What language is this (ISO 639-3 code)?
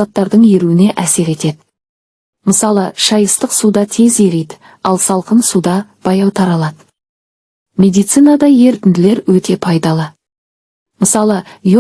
kaz